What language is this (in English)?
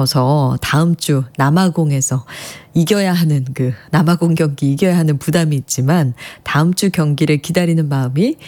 Korean